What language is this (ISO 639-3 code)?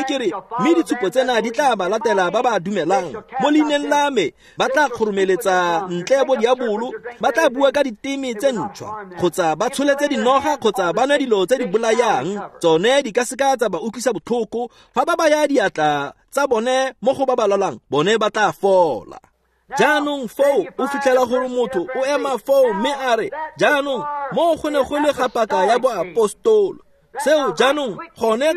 tsn